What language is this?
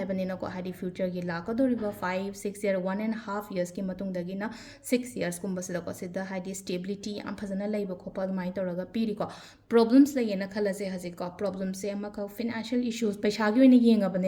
Manipuri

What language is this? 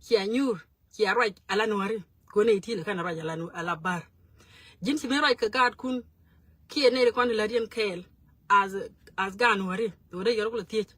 Nuer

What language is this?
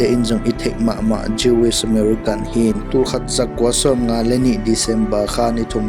Tedim Chin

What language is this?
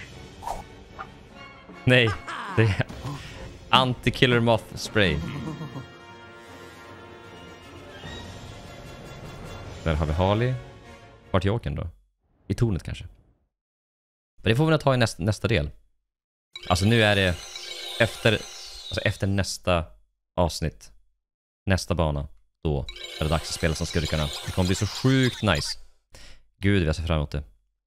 Swedish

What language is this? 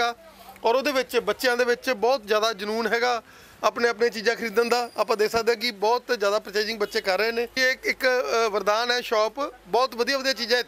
Punjabi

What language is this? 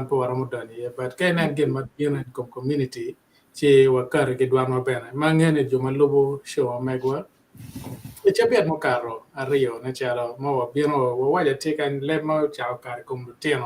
Acoli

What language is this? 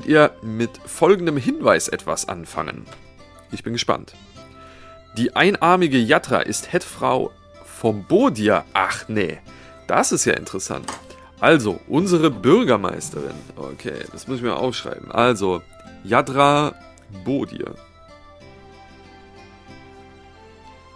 German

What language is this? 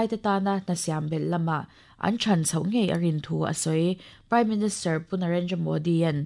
Mizo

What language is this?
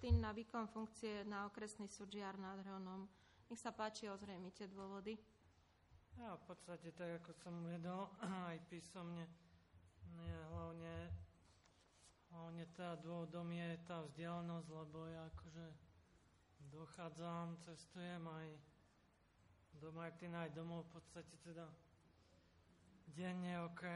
Slovak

